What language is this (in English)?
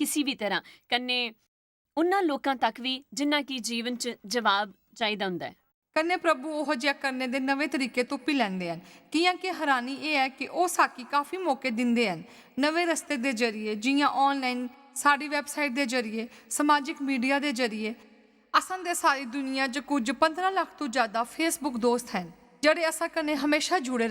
Dogri